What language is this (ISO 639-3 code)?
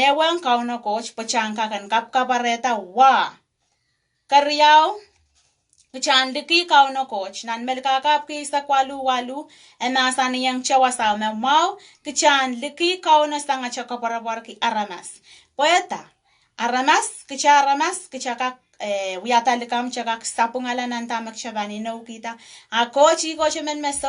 pon